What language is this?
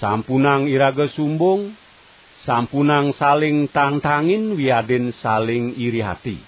Balinese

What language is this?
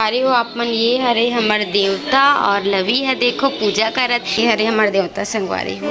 Chhattisgarhi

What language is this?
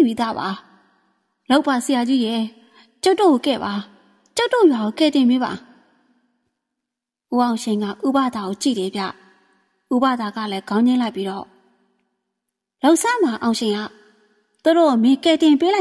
Burmese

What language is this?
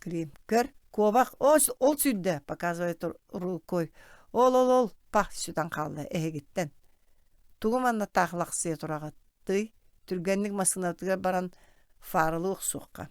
Yakut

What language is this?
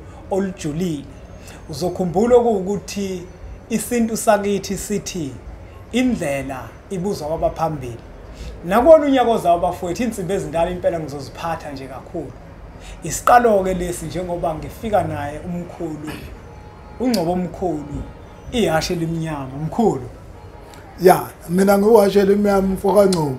Zulu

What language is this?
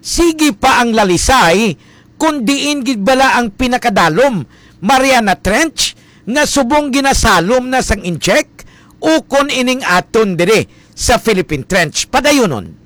Hiligaynon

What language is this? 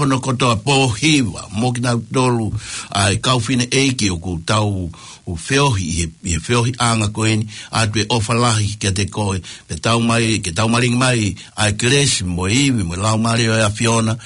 Tongan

